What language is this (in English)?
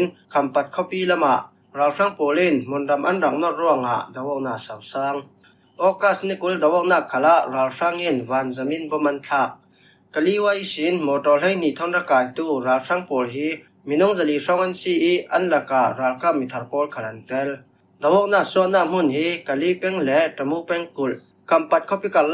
Falam Chin